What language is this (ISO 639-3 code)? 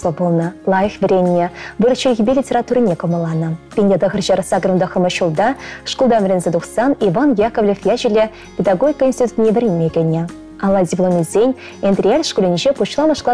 chv